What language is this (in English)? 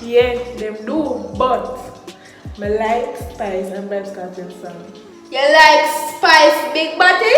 Jamaican Creole English